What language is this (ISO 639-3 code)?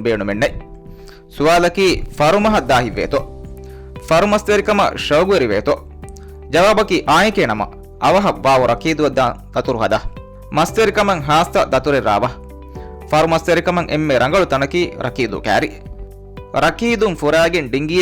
div